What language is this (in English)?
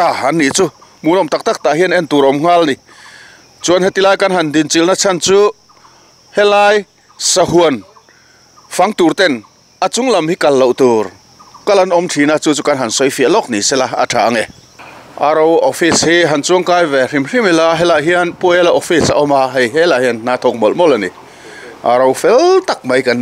Mizo